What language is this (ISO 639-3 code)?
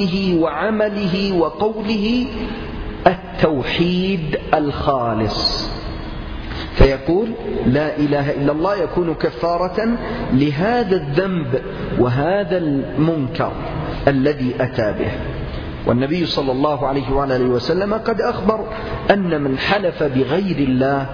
ara